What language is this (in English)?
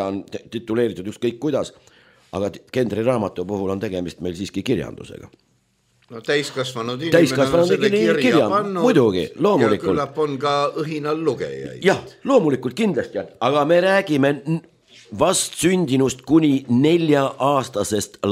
Estonian